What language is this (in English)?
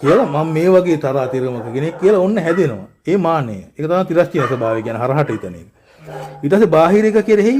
Sinhala